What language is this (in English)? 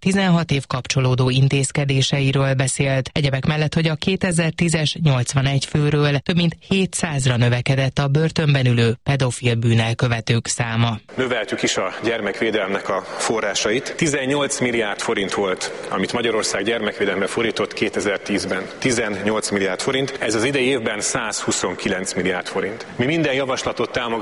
Hungarian